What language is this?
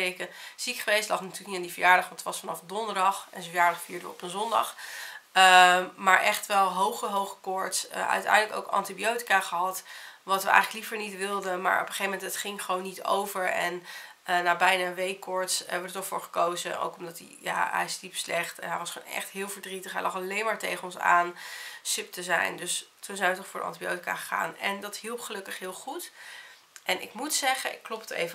Dutch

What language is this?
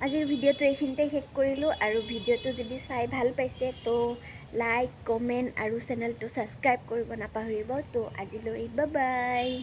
Assamese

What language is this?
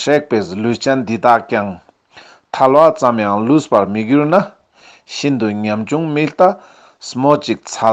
Ladakhi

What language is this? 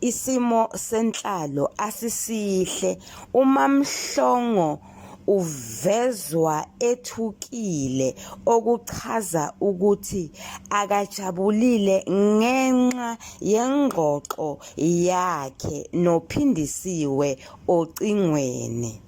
Zulu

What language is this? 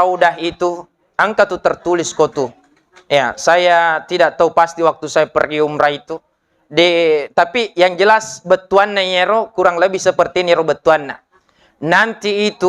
Buginese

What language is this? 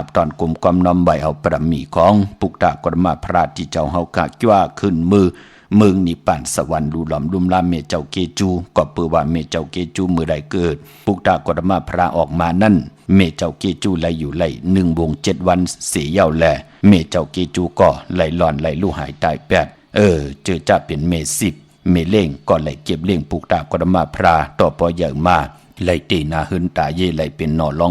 Shan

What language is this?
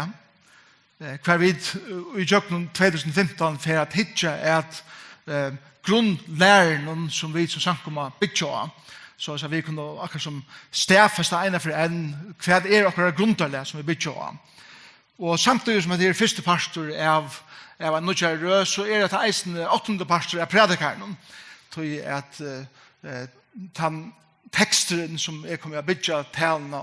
Faroese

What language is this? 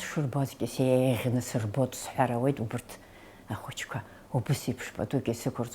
Abkhazian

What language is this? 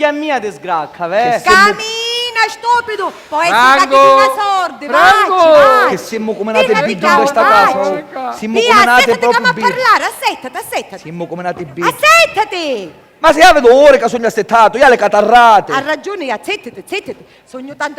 Sicilian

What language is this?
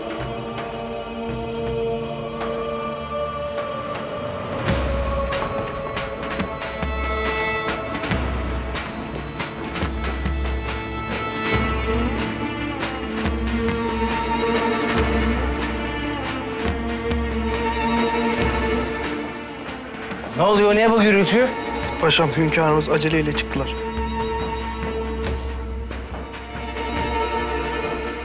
Turkish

